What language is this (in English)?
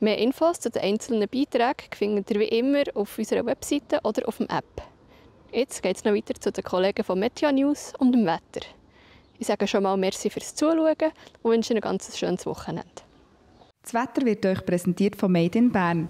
Swiss German